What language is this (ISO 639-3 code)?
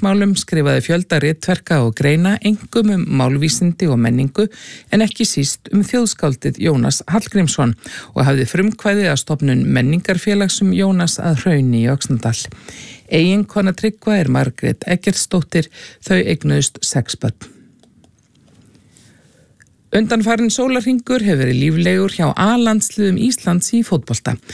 isl